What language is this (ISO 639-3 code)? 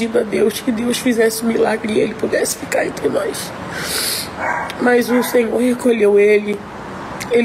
por